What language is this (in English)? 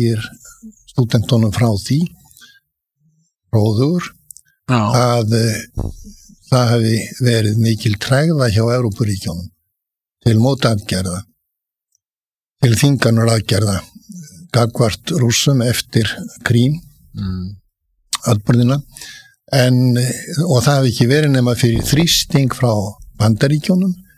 Icelandic